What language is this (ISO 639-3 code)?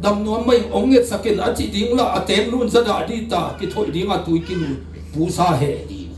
ctd